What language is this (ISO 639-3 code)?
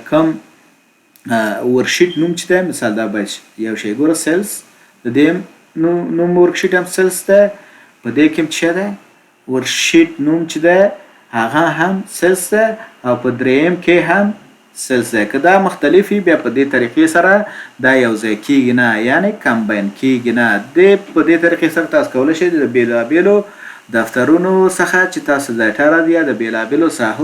pus